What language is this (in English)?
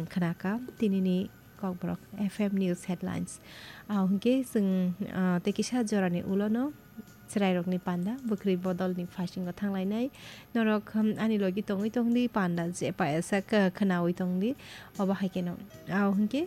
Kok Borok